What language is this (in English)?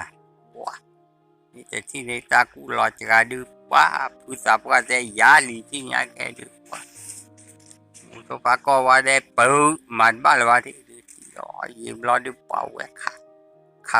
S'gaw Karen